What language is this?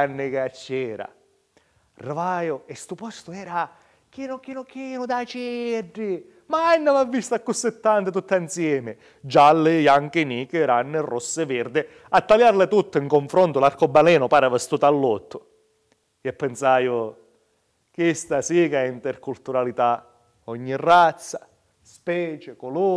Sicilian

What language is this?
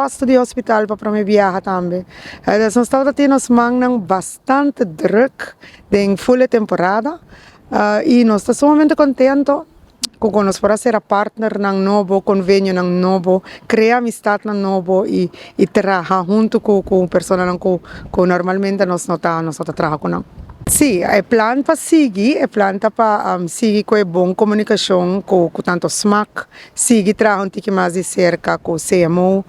Papiamento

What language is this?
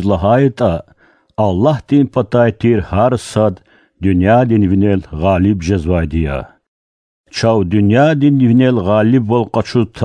Lezghian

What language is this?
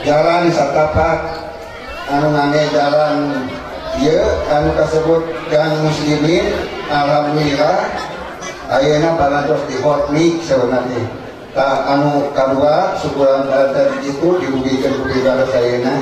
Sundanese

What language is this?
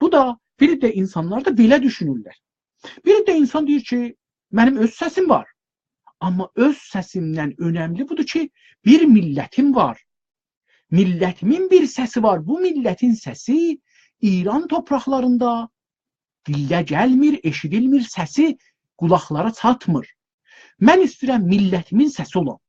South Azerbaijani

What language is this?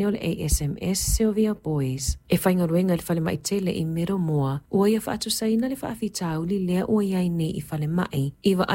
Samoan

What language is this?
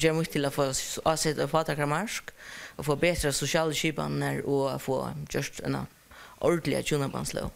Faroese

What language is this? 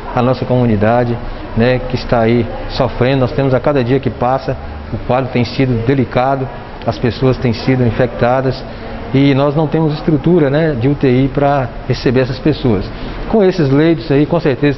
Portuguese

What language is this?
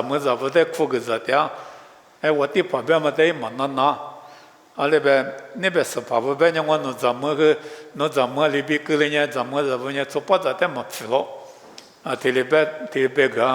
Lisu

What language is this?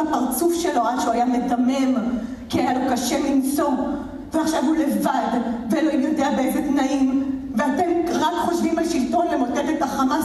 Hebrew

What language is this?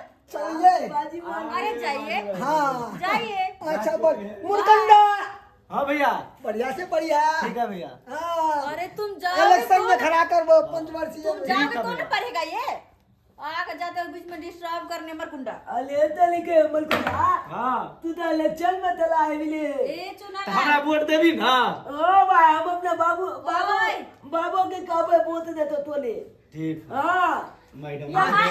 Maithili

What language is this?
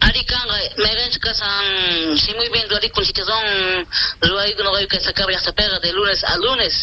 Quechua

